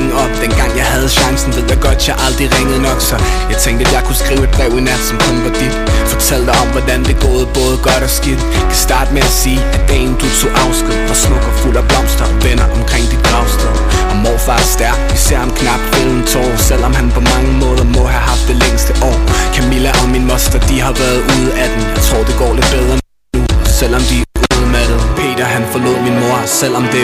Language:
Danish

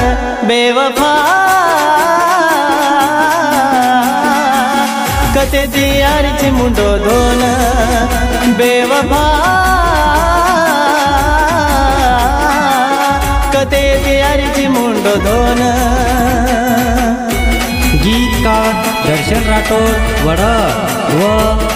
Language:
Lambadi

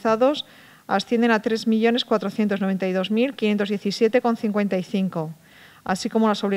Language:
Spanish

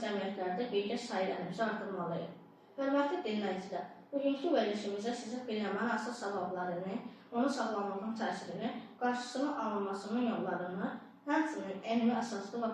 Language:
Azerbaijani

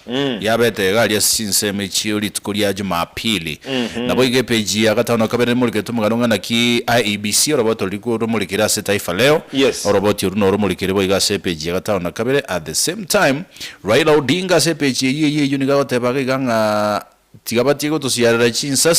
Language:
Gusii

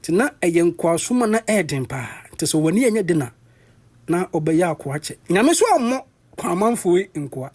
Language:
Akan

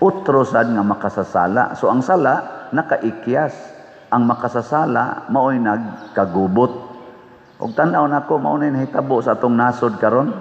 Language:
Cebuano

